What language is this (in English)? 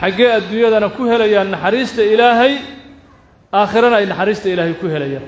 Somali